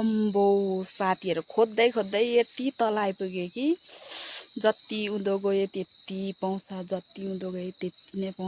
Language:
Nepali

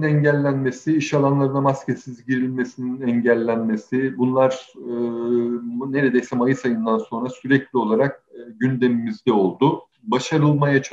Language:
Turkish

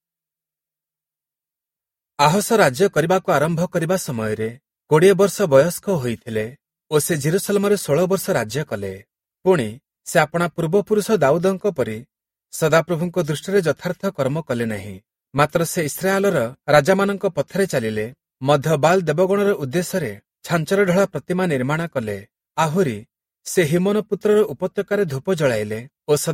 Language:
Odia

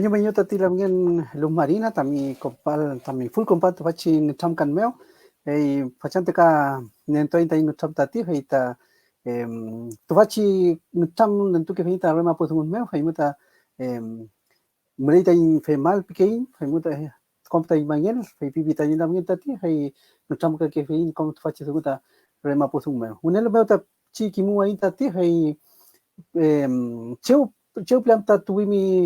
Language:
Mapuche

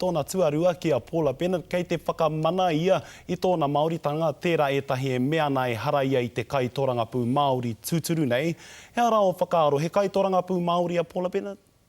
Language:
Māori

